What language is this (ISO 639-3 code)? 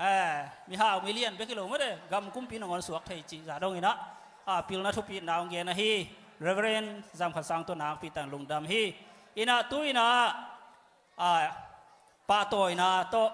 ctd